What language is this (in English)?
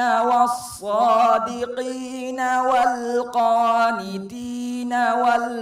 Divehi